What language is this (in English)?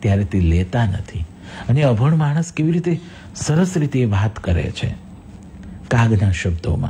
Gujarati